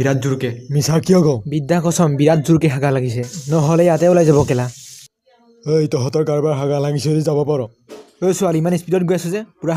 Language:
Assamese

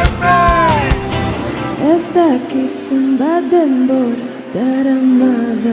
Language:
Basque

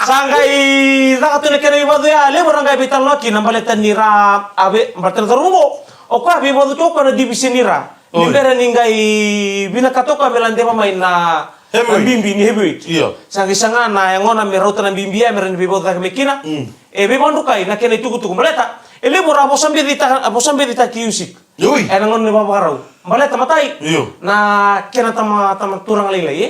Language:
Fijian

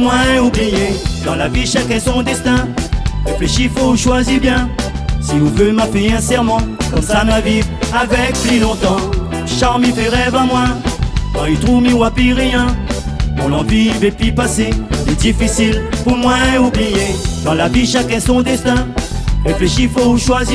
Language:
Réunion Creole French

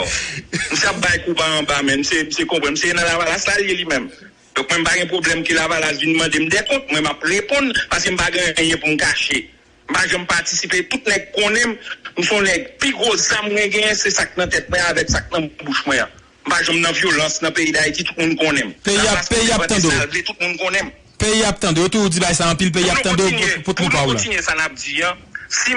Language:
Haitian Creole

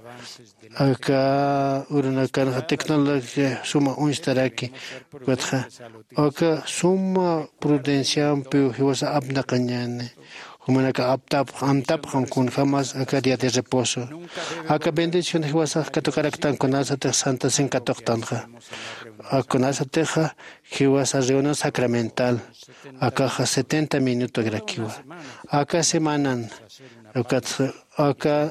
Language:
Aymara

